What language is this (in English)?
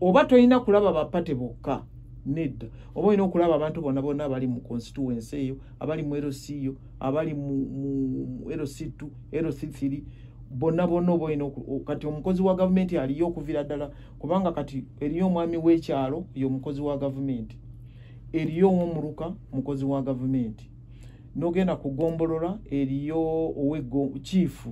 Ganda